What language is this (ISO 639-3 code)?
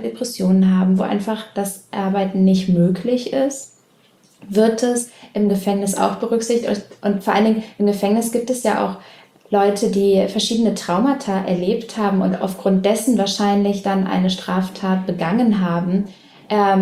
deu